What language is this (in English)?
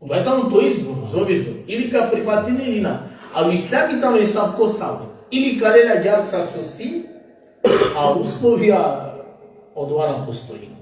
Balkan Romani